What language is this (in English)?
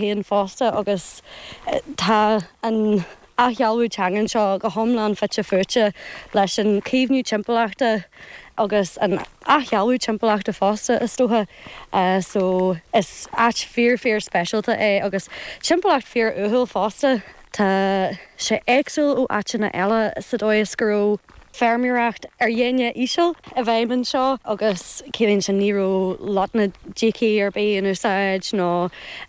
Irish